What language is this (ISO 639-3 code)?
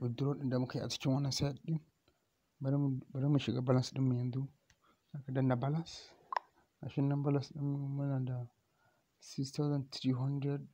hau